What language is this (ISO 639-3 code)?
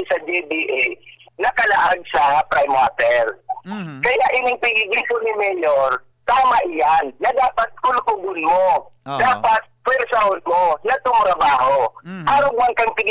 bik